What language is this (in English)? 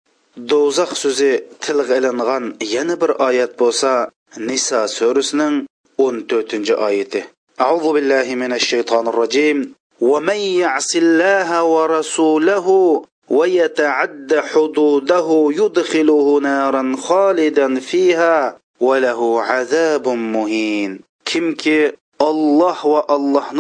Uyghur